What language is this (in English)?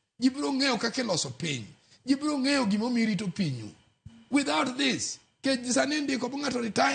Luo (Kenya and Tanzania)